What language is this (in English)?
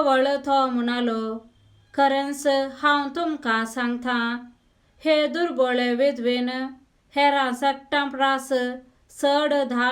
Konkani